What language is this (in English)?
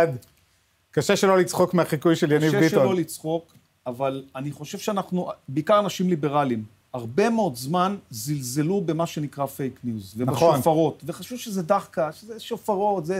Hebrew